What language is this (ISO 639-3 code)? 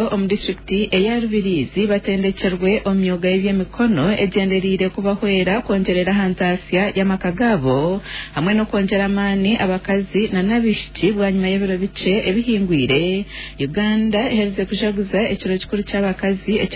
nyn